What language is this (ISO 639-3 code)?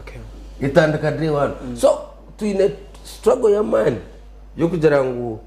nyn